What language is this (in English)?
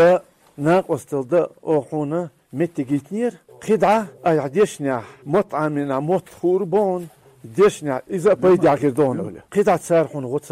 Chechen